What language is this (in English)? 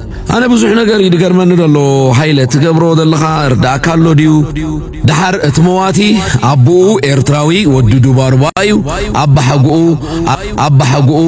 Tigrinya